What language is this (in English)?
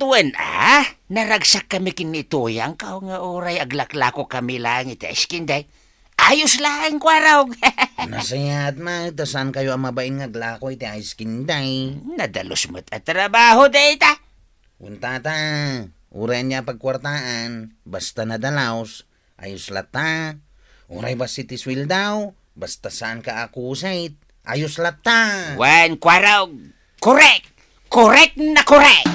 Iloko